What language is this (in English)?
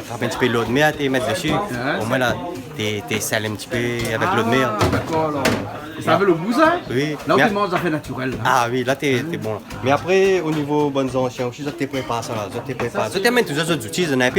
Réunion Creole French